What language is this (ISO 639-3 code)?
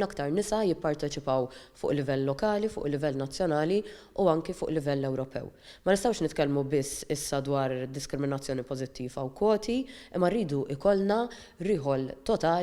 mlt